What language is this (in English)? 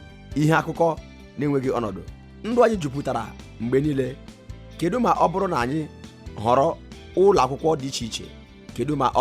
Igbo